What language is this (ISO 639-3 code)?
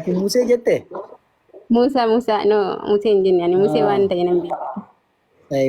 orm